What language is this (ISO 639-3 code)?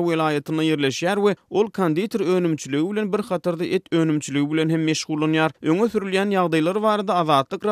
tuk